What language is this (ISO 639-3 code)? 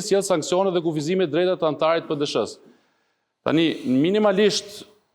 sqi